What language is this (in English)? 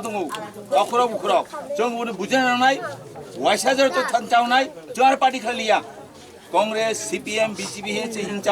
Kok Borok